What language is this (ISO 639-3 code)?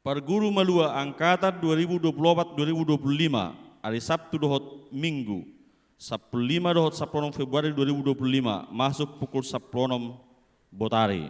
bbc